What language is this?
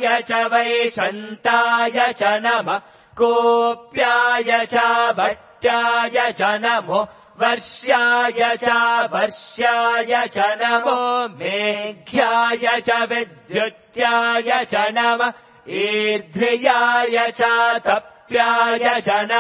Sanskrit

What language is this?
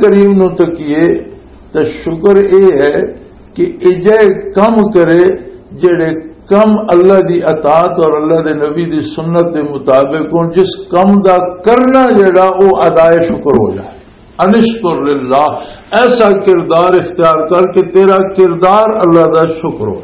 Western Panjabi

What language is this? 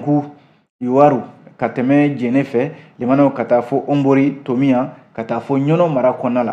Bambara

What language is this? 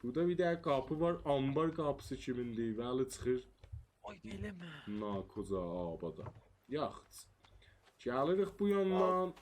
South Azerbaijani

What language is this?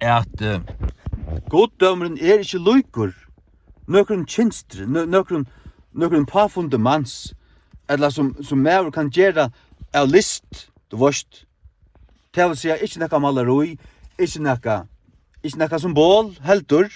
Faroese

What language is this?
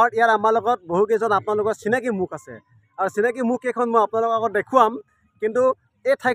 Assamese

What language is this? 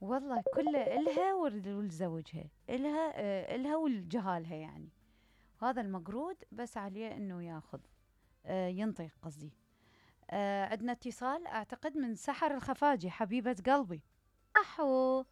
Mesopotamian Arabic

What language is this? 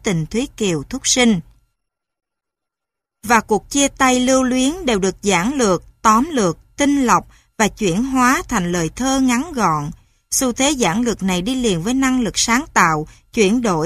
Vietnamese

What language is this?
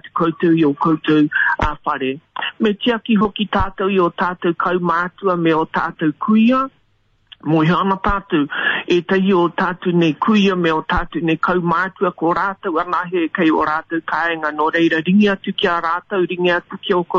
Māori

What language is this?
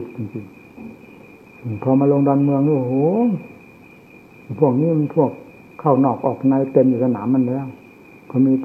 Thai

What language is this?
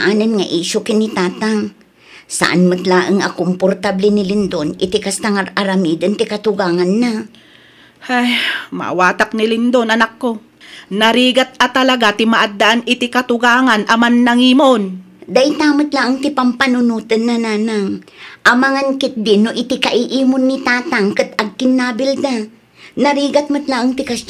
Iloko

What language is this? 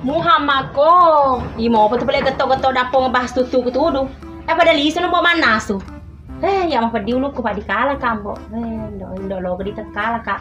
Buginese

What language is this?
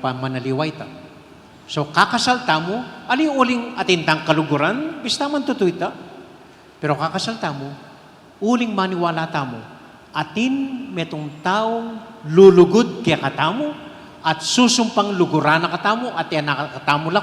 Pampanga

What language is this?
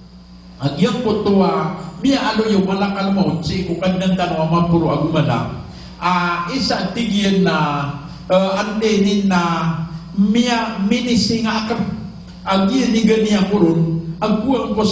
Maranao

